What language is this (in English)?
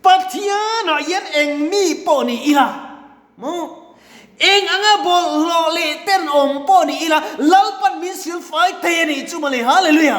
Mizo